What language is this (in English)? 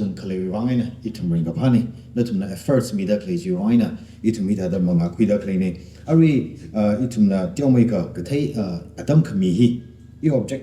Tangkhul Naga (India)